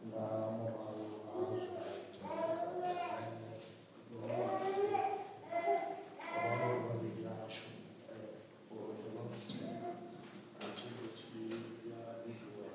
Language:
Venda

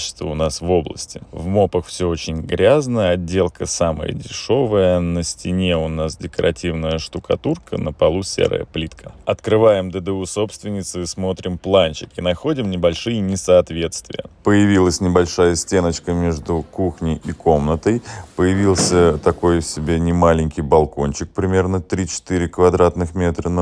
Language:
Russian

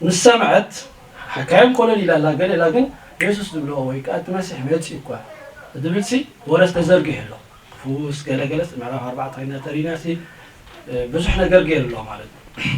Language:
Tigrinya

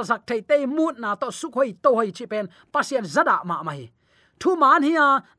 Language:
Tedim Chin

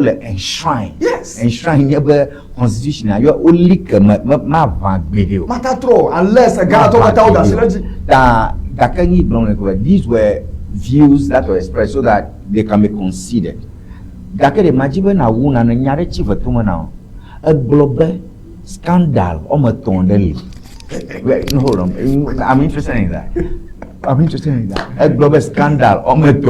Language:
Ewe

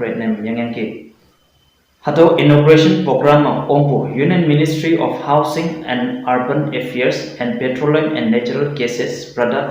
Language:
Konyak Naga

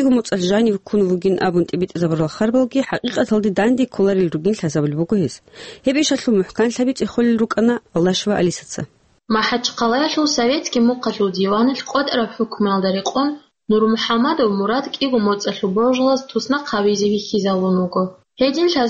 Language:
Avaric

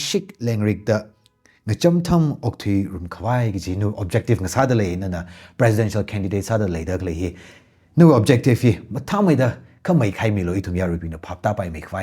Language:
Tangkhul Naga (India)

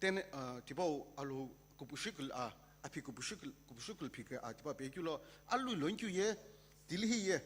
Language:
Sumi Naga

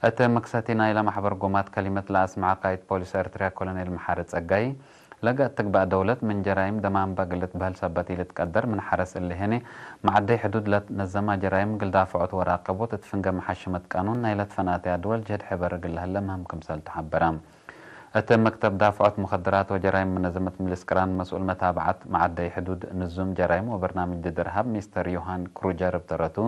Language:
Tigre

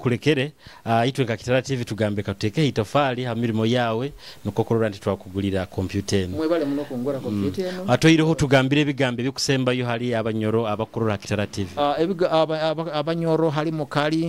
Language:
Nyoro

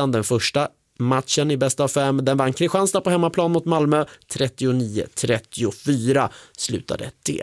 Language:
Swedish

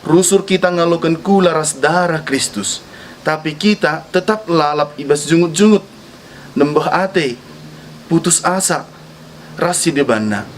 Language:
Batak Karo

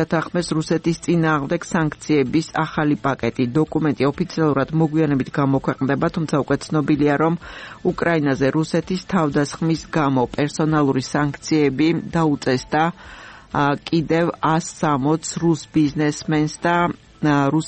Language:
Georgian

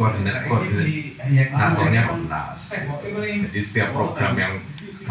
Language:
Indonesian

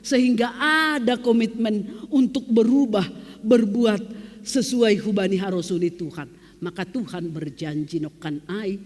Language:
Batak Simalungun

